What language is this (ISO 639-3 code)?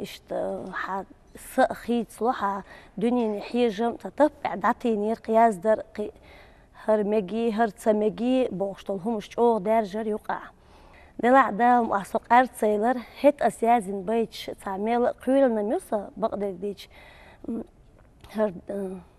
che